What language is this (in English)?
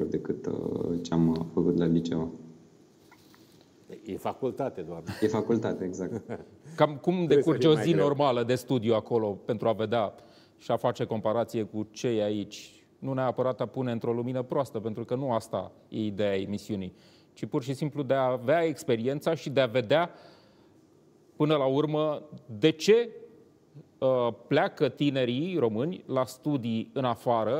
Romanian